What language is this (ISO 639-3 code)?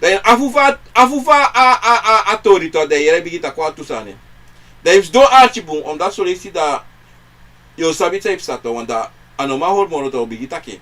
srn